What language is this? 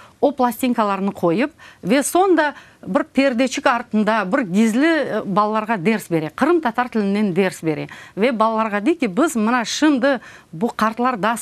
Crimean Tatar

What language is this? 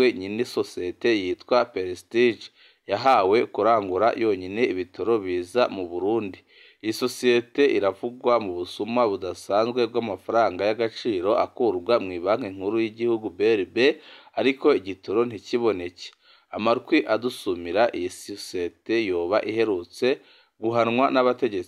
Rundi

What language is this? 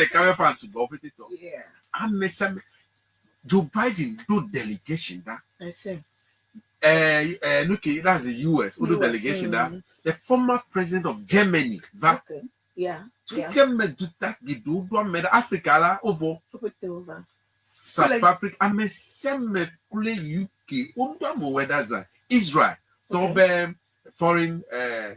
Ewe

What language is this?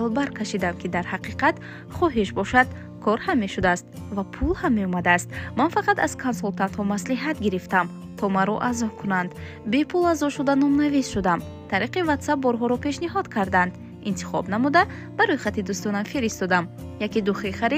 Tajik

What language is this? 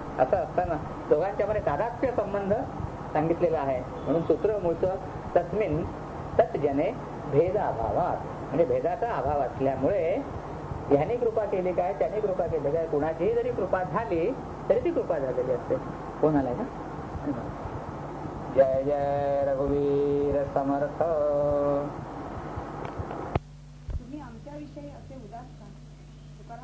Marathi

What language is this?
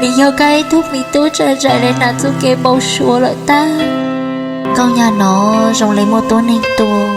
Hmong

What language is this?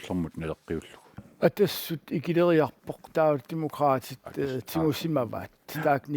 Kalaallisut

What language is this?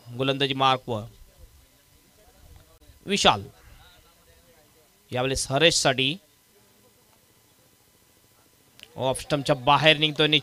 Marathi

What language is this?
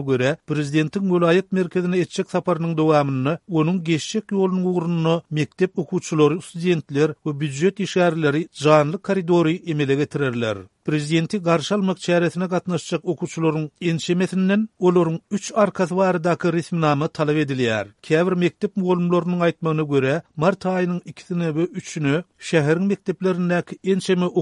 Turkmen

